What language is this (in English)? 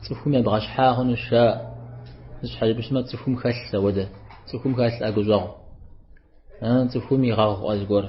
Kabardian